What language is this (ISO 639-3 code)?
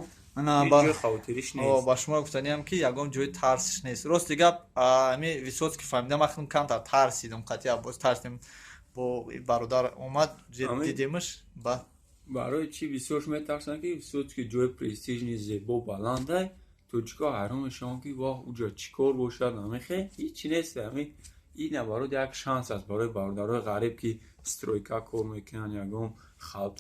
tgk